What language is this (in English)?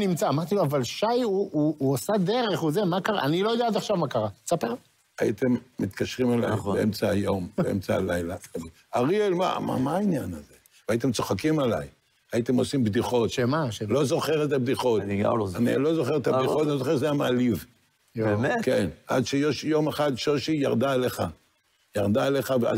Hebrew